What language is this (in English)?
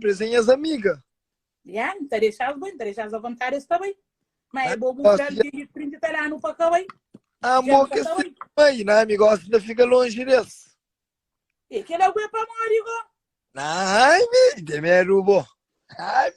Kabuverdianu